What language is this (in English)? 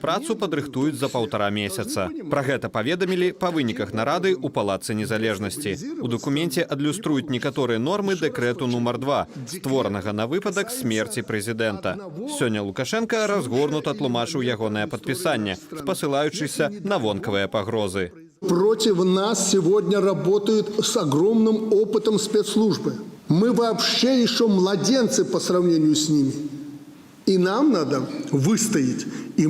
Belarusian